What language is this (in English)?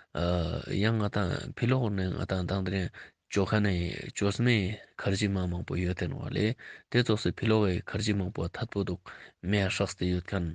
Ladakhi